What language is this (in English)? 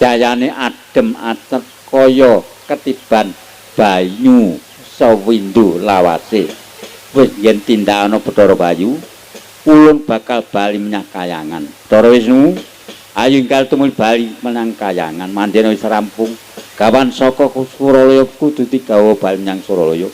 Javanese